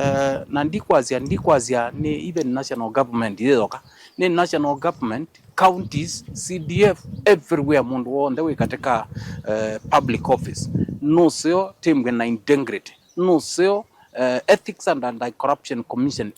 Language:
Kamba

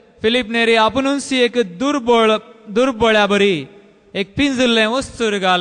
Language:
Konkani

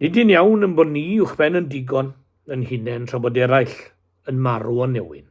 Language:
Welsh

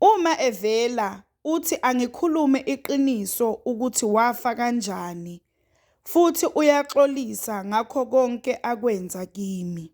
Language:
Zulu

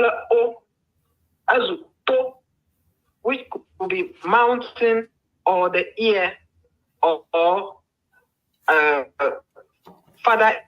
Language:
Ewe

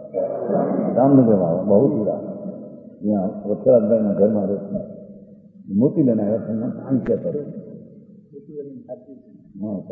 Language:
Hindi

